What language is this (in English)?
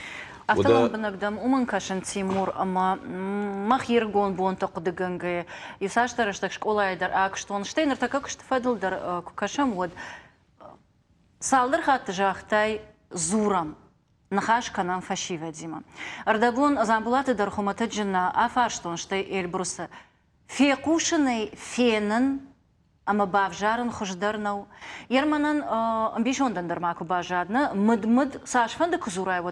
Ossetic